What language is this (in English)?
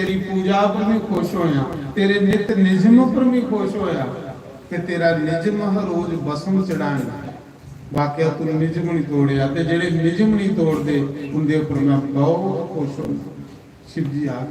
Dogri